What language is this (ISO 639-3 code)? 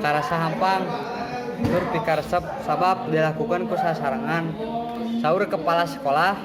sun